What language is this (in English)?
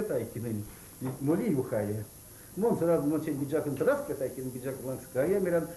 Erzya